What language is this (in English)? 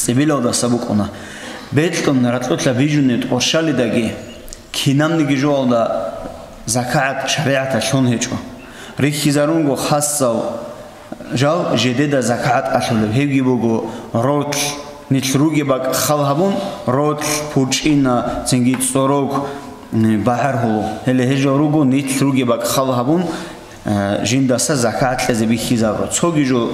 Avaric